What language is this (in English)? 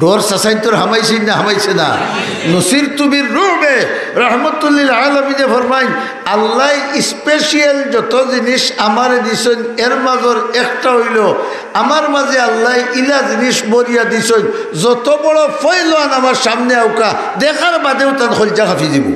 Sylheti